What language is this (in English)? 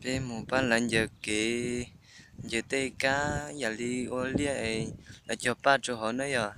Hmong